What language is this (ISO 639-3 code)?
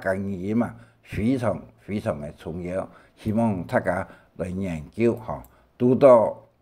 hak